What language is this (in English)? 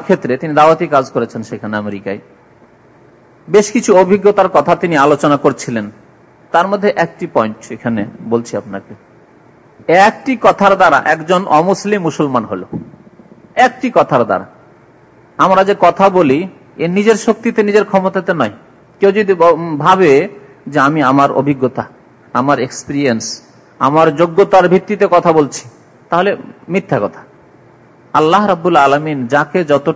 Bangla